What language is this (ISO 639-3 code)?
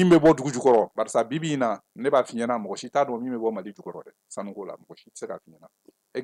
bam